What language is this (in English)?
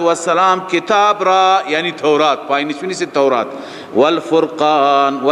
Persian